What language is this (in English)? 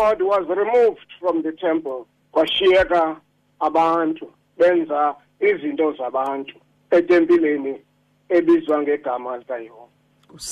Xhosa